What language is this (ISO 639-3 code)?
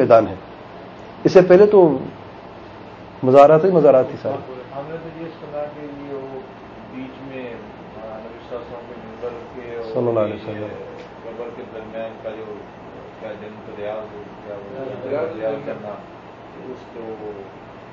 urd